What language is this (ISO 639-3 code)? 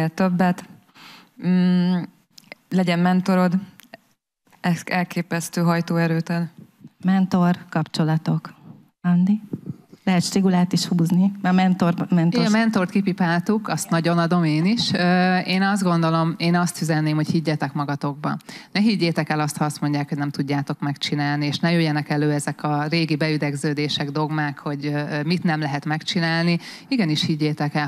hun